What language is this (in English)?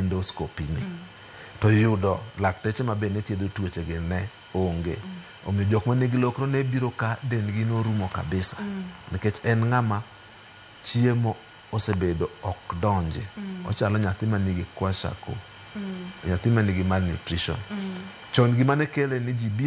Luo (Kenya and Tanzania)